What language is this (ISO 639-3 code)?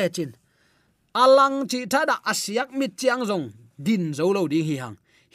ctd